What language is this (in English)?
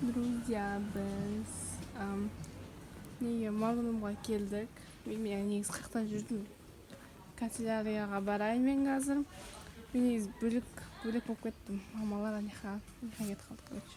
Kazakh